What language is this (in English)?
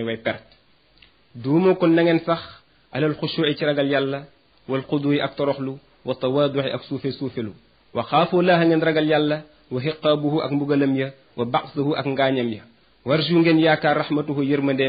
Wolof